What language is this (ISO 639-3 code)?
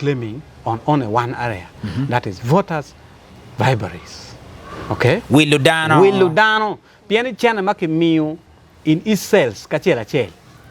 ach